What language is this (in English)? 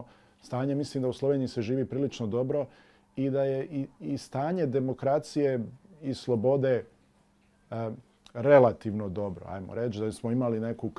Bosnian